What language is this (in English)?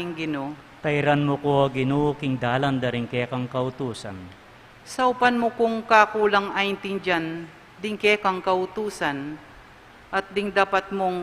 Pampanga